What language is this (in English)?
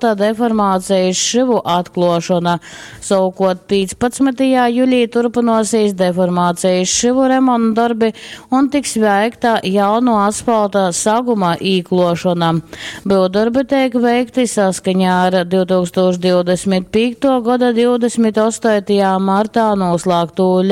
Latgalian